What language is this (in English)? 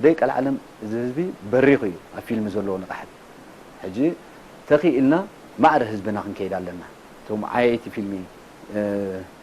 Tigrinya